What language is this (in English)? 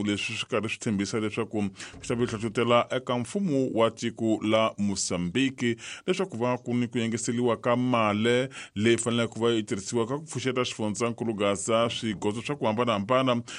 Tsonga